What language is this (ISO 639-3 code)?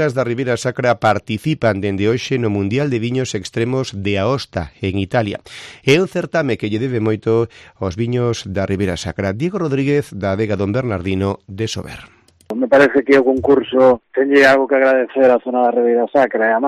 glg